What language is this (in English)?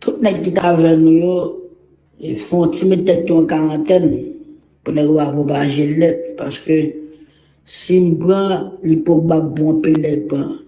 Haitian Creole